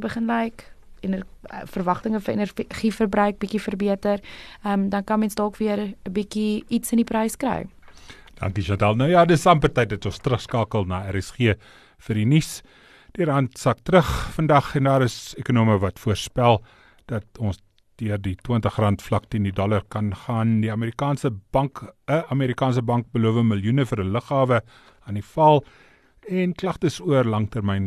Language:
Afrikaans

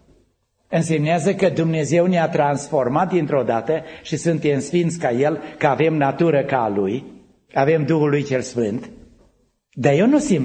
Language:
Romanian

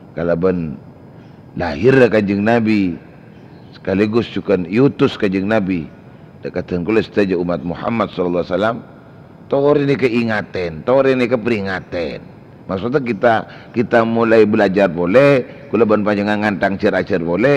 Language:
Madurese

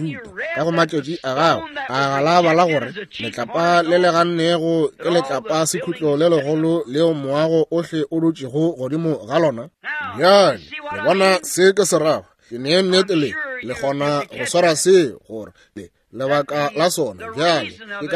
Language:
Northern Sotho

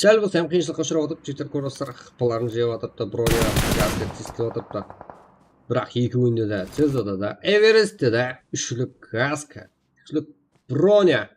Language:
Kara-Kalpak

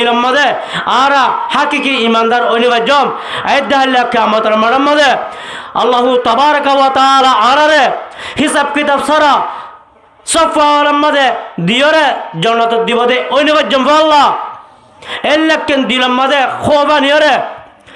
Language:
Rohingya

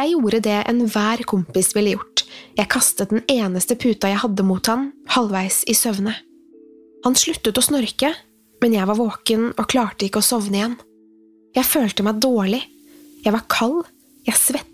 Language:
Norwegian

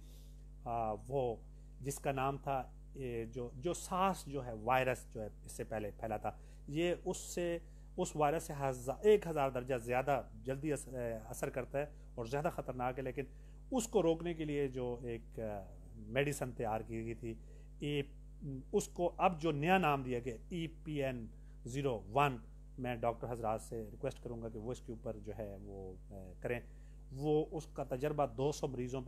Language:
Urdu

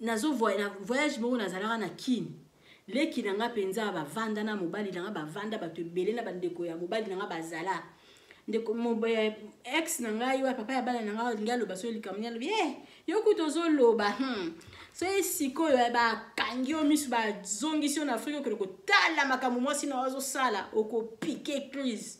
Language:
Lingala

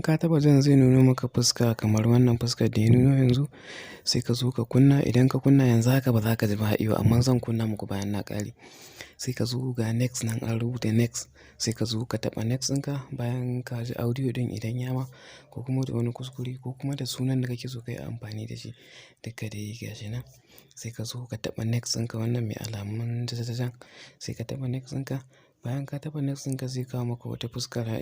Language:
Hausa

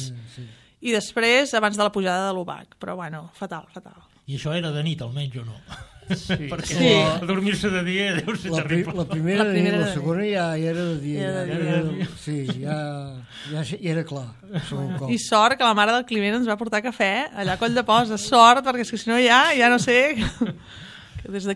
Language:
Catalan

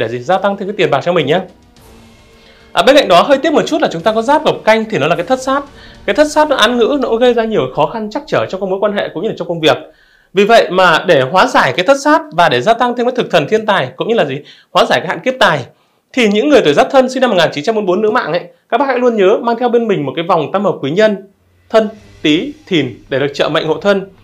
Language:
Vietnamese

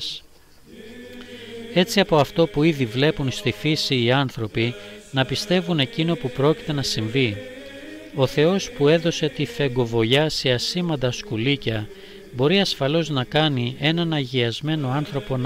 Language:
Greek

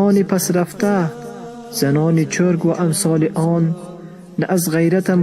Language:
Tajik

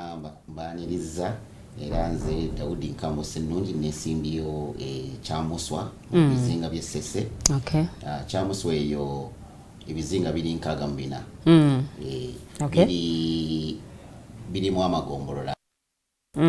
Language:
Ganda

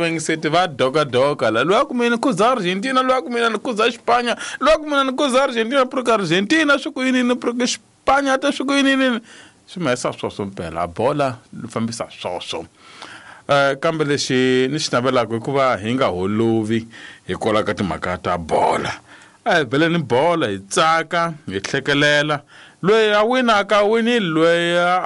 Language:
Tsonga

